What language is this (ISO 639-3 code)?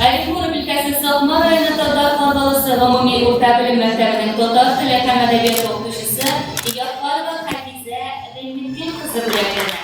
tat